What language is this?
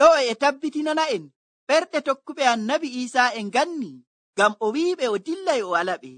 Nigerian Fulfulde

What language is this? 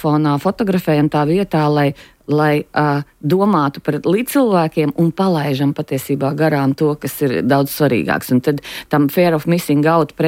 Latvian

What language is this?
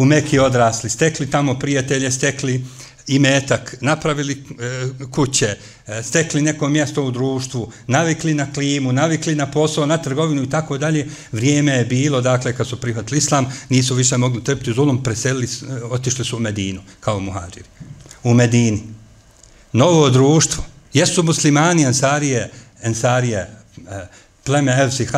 Bosnian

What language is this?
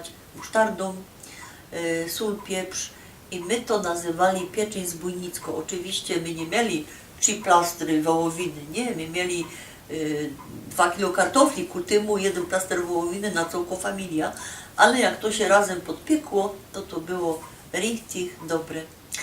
Silesian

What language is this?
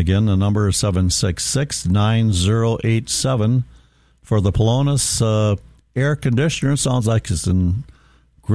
English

